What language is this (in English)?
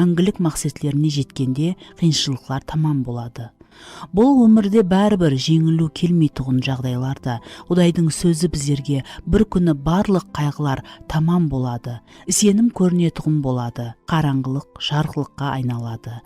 Kara-Kalpak